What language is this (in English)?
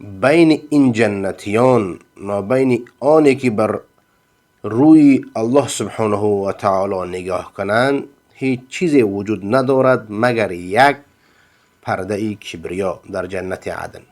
Persian